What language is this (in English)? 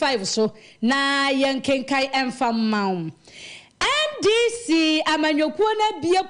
Akan